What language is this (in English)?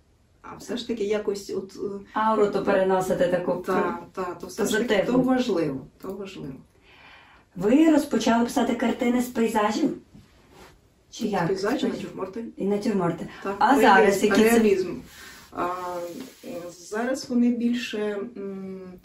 Ukrainian